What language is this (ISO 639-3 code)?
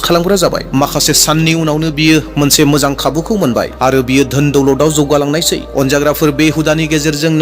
brx